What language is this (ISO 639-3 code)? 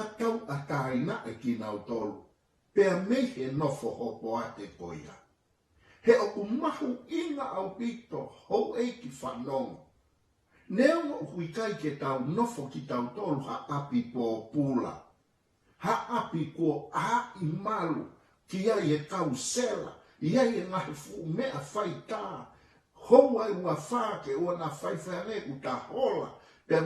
ton